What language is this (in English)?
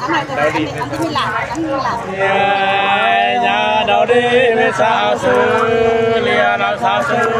Nung (Viet Nam)